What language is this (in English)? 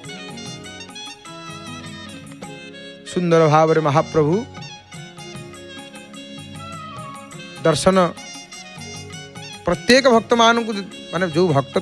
Odia